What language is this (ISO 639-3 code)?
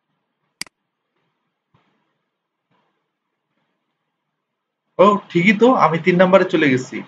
ben